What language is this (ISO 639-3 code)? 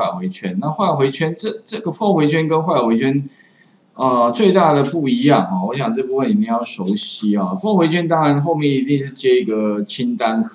zho